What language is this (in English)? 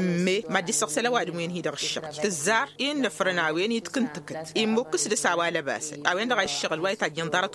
Tamasheq